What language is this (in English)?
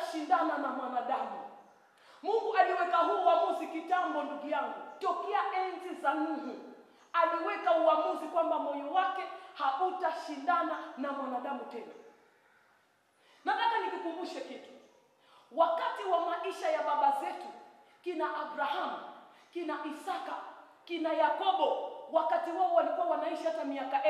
Swahili